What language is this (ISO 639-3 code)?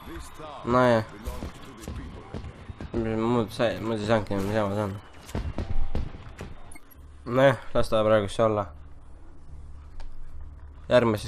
est